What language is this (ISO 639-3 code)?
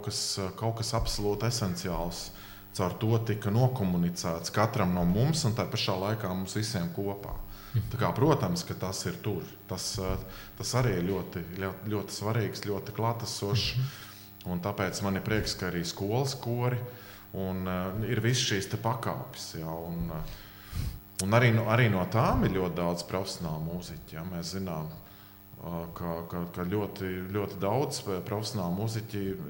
lav